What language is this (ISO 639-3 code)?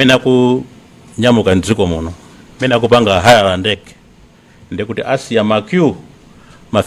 nya